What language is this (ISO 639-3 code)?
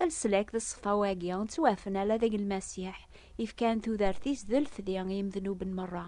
kab